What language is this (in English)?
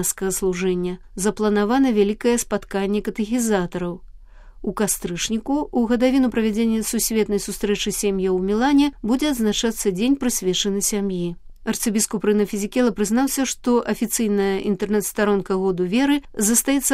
Belarusian